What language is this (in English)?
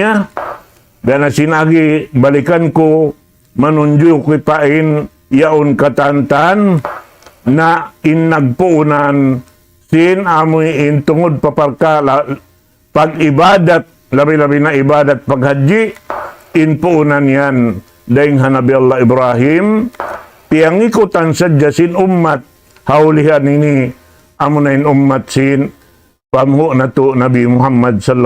Tausug